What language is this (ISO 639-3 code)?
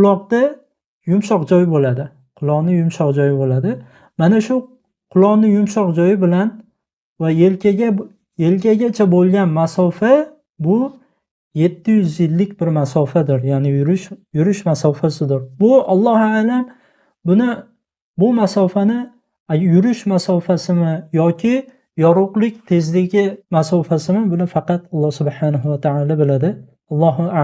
uzb